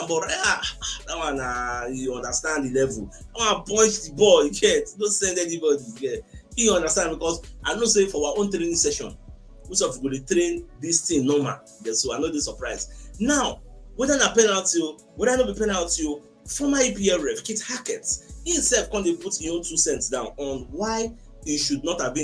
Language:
Nigerian Pidgin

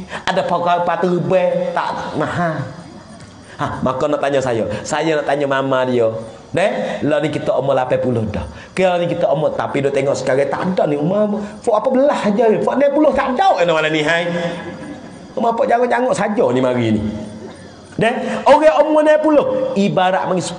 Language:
Malay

